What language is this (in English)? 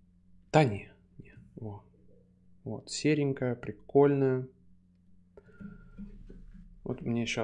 Russian